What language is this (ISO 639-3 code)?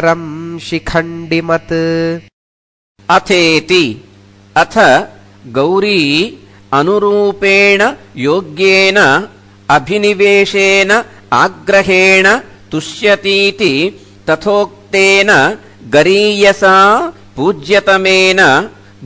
san